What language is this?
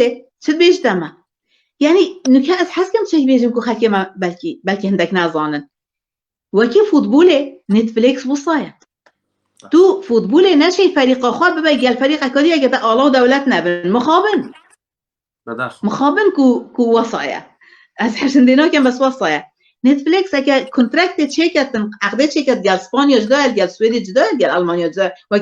Kurdish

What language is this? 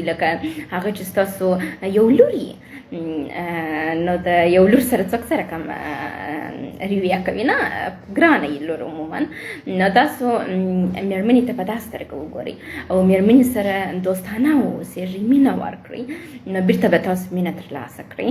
Pashto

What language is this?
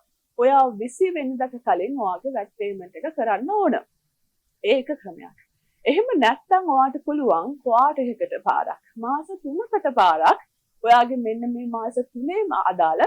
Sinhala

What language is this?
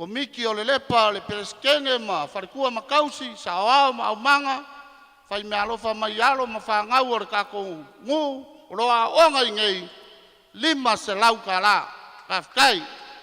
Samoan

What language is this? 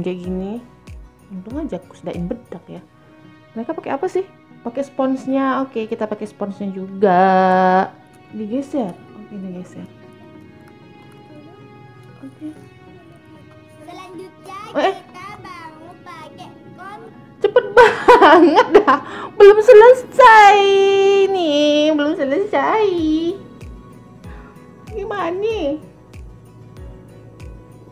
Indonesian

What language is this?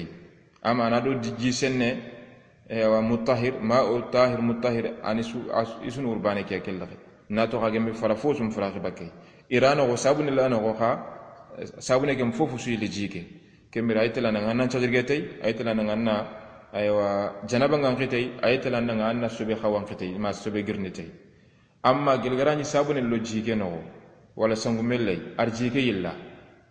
Soninke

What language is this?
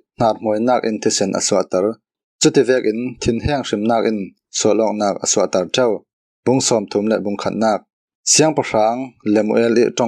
Falam Chin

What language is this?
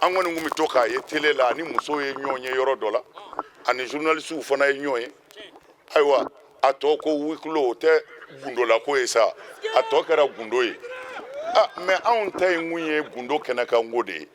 Bambara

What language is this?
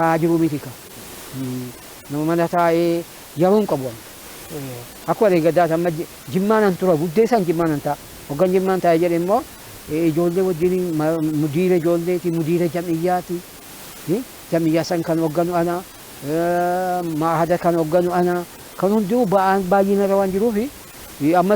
Oromo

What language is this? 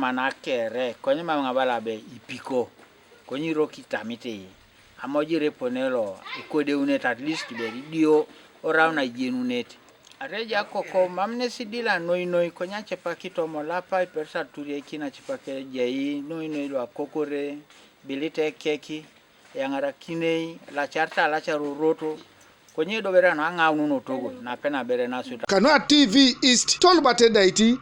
Teso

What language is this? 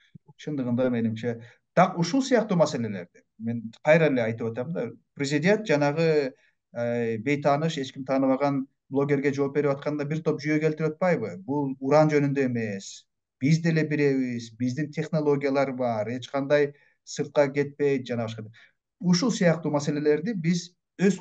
Kyrgyz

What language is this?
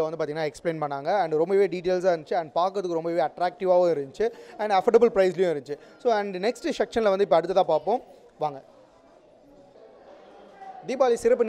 Tamil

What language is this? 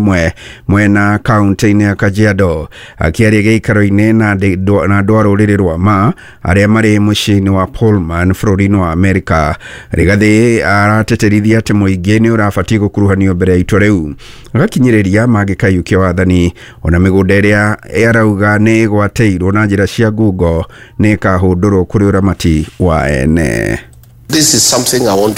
Kikuyu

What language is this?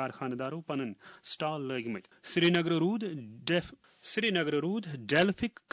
Kashmiri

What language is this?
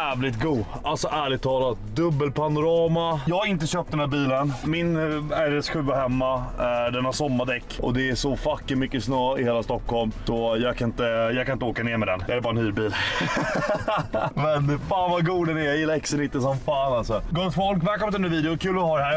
Swedish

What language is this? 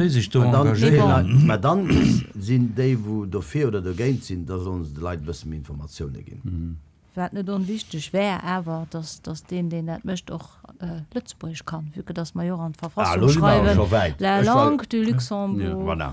Luxembourgish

